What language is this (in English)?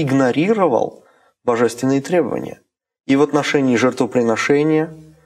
Russian